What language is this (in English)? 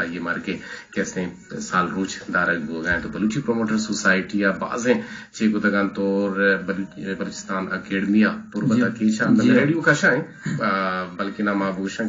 Eastern Balochi